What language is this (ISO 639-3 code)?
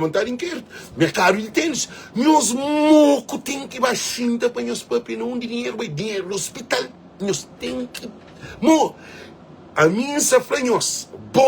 kea